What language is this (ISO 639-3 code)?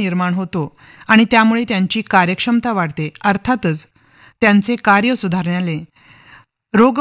mar